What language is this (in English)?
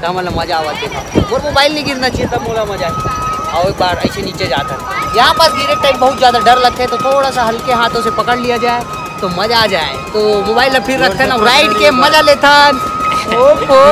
Chhattisgarhi